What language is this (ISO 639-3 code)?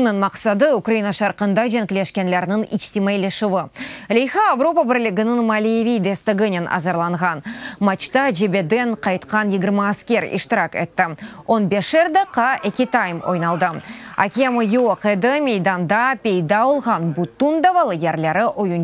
crh